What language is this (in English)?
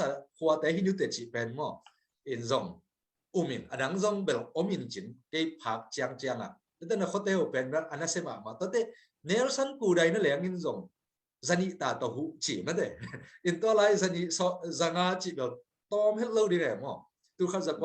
Tedim Chin